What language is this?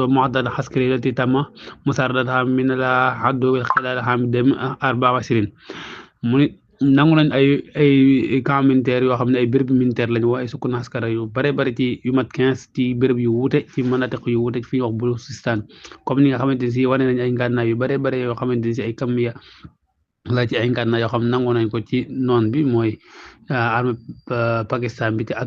Wolof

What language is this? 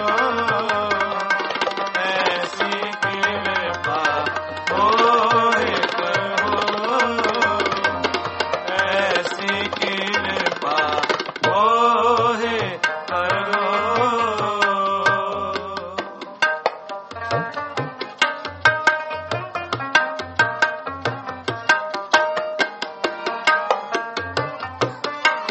Punjabi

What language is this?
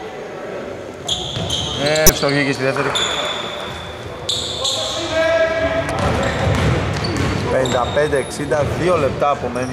Greek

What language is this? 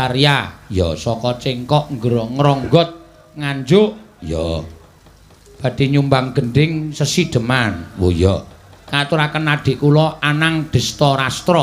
Javanese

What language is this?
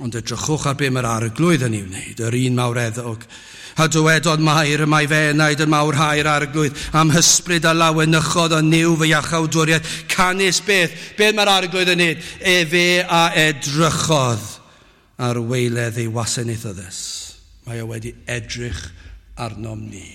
Welsh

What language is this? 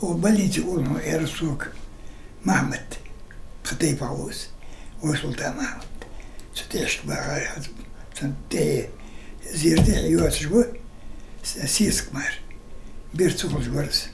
Ingush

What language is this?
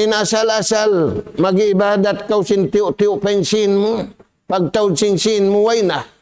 Tausug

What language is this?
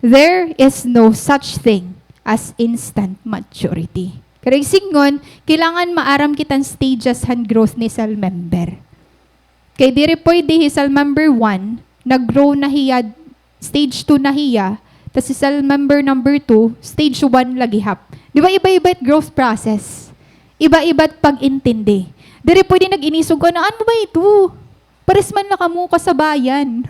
Waray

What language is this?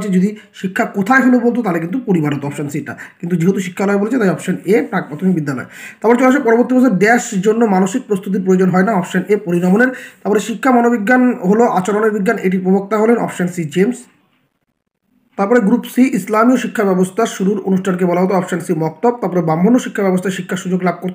Bangla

